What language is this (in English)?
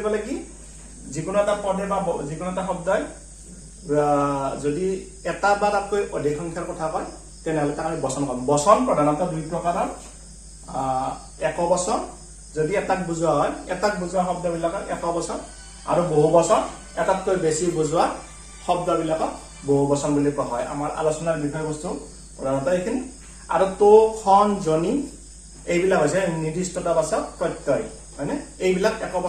Assamese